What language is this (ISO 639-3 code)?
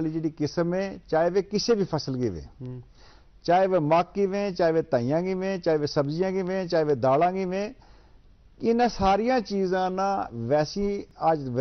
gju